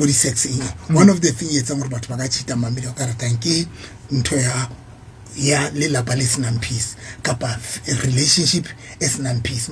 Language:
Southern Sotho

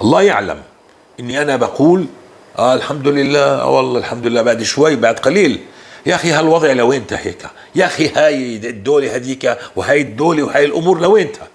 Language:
North Levantine Arabic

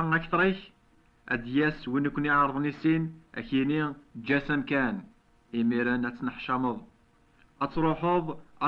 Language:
Kabyle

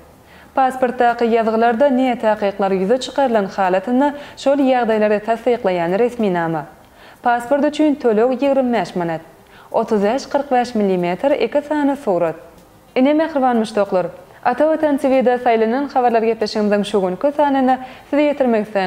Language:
Turkmen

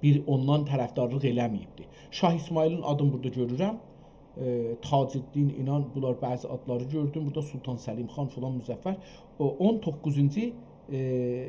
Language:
South Azerbaijani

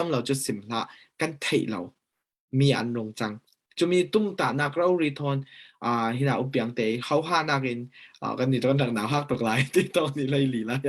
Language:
Falam Chin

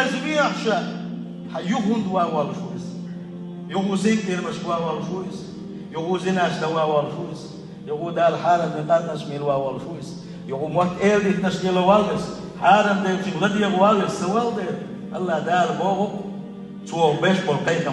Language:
Chechen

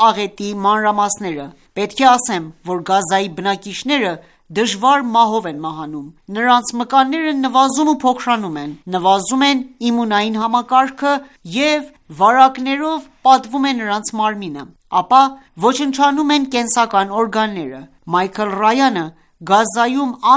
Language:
Armenian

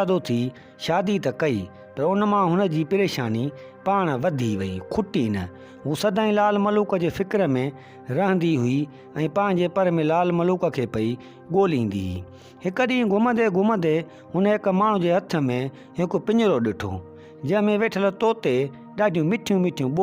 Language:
Sindhi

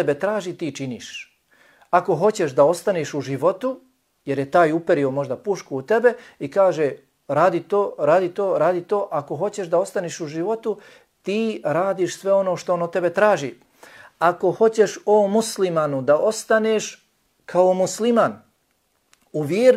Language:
Bosnian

